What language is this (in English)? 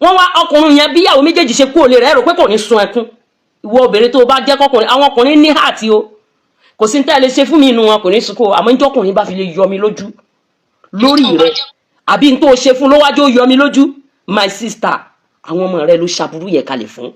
Yoruba